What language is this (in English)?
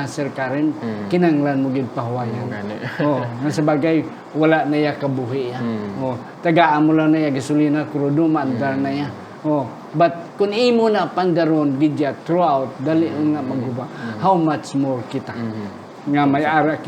Hiligaynon